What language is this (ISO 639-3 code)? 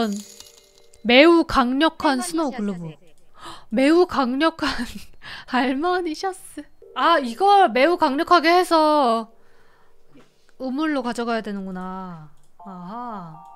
kor